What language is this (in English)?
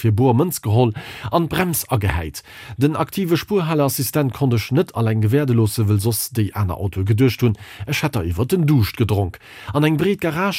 Luxembourgish